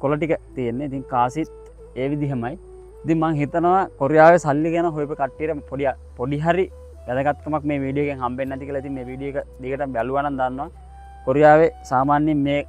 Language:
Sinhala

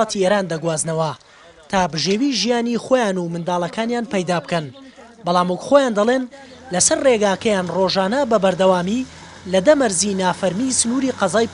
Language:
Central Kurdish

